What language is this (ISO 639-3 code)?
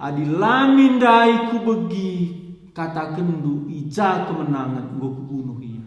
btx